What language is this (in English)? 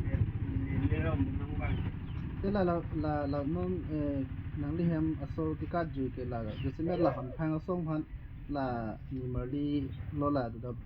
Karbi